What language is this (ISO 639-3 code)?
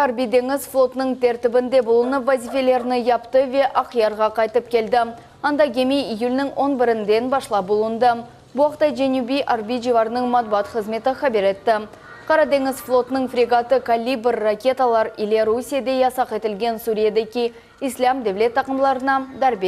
crh